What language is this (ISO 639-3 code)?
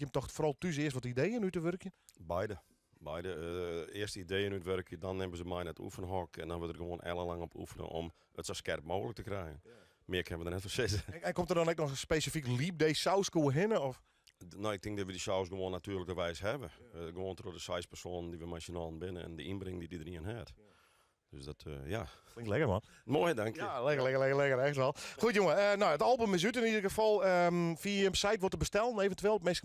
fry